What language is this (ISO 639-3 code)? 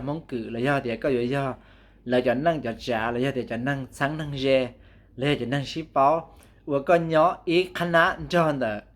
hmn